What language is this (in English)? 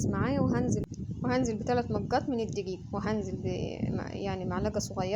Egyptian Arabic